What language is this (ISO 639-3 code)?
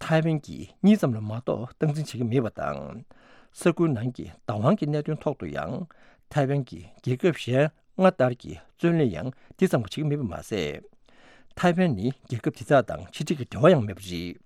bod